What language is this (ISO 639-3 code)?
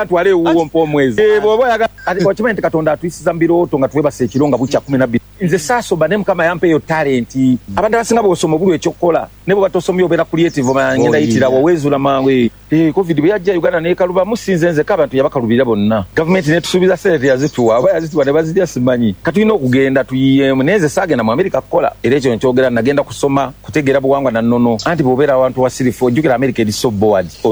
lug